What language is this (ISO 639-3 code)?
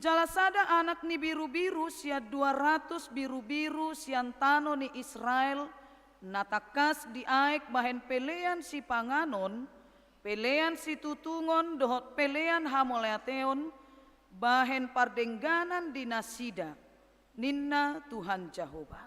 bbc